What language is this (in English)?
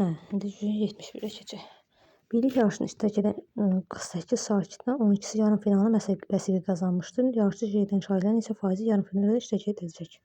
Azerbaijani